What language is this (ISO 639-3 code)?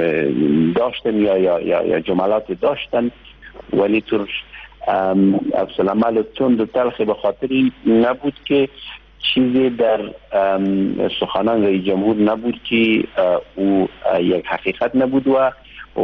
fas